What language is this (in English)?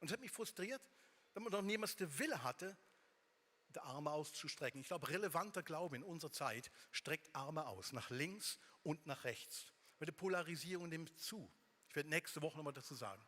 Swiss German